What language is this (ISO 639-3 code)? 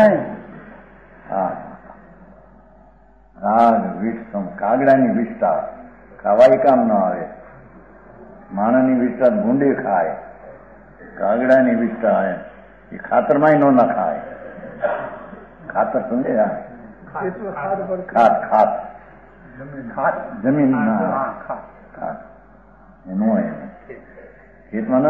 guj